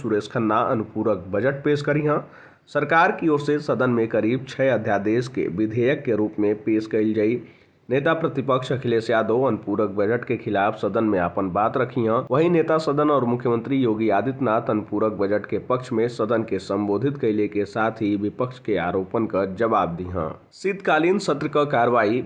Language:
Bhojpuri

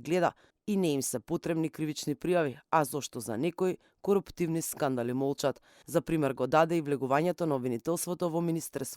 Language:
Macedonian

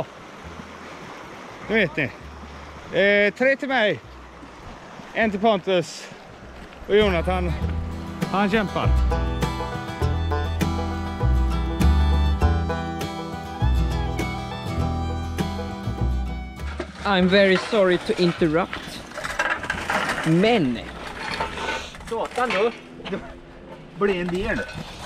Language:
Swedish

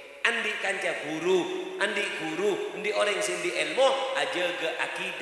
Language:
Madurese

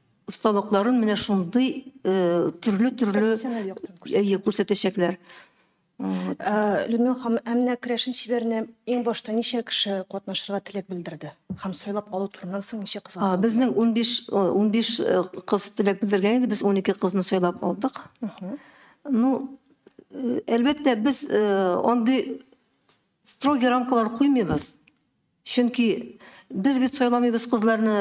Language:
Tatar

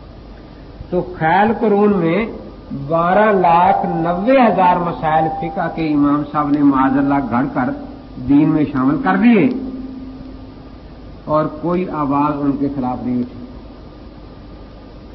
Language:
Urdu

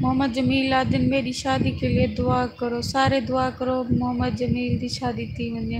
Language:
Saraiki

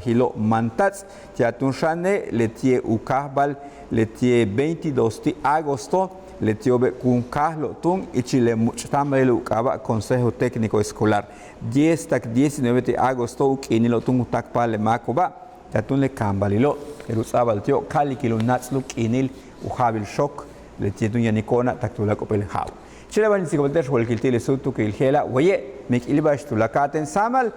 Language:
Yucateco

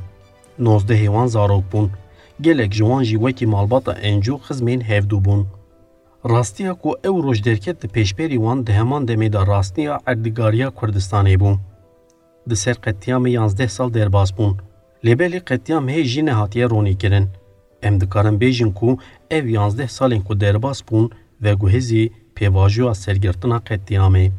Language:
Kurdish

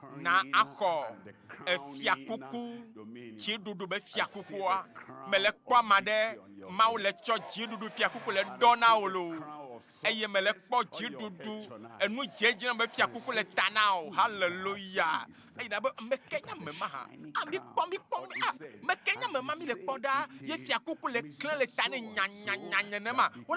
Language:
Ewe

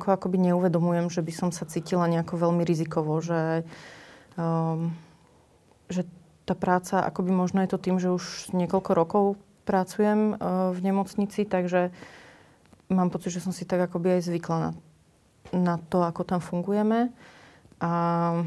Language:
Slovak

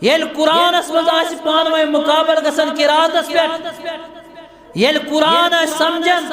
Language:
Kashmiri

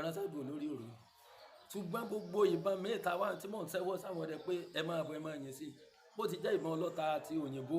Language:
Yoruba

